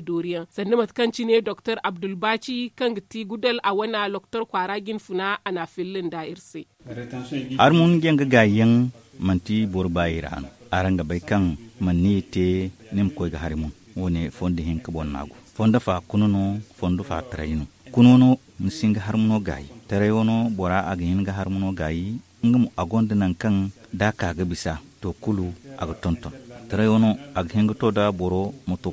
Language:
Zarma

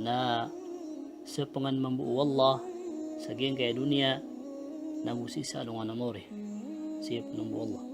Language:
Maranao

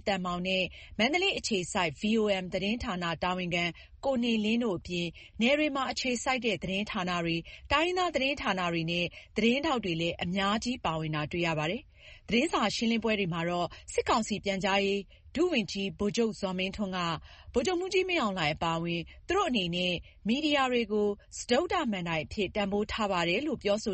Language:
Burmese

